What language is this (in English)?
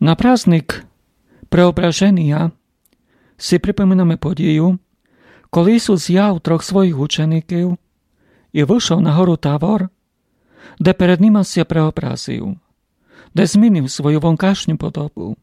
Rusyn